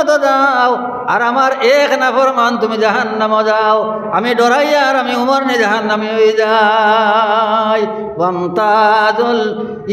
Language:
Sylheti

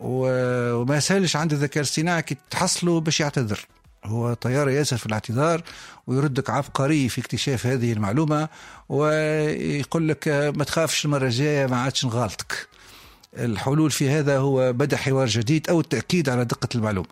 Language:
Tunisian Arabic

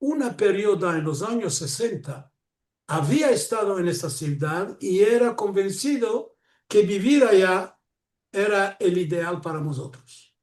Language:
Ladino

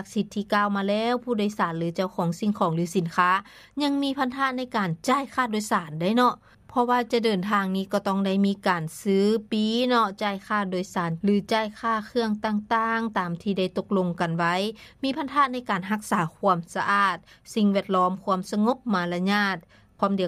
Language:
Lao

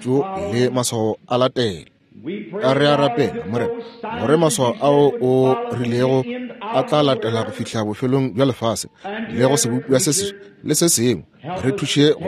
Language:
Northern Sotho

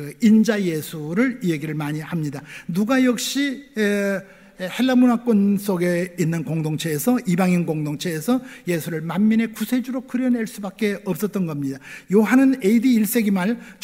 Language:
Korean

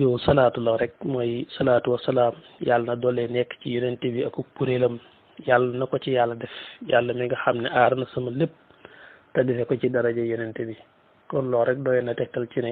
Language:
Wolof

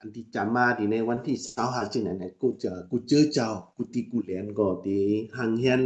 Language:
Shan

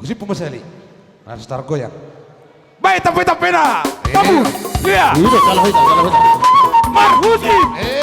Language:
Batak Toba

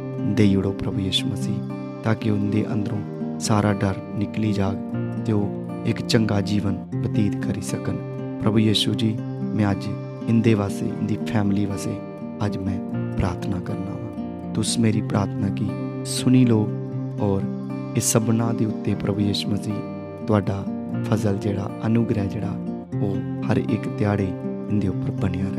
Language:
Dogri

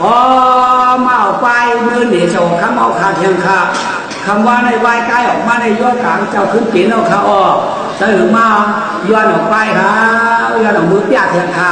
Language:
Shan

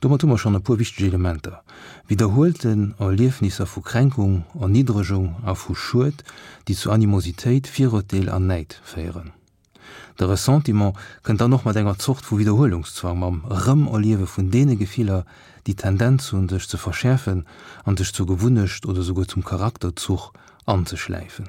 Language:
Luxembourgish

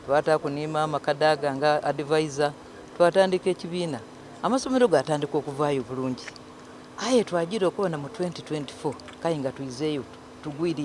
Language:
Soga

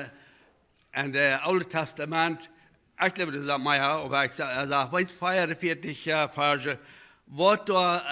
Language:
Plautdietsch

